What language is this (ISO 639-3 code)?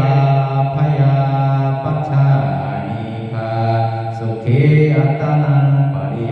pli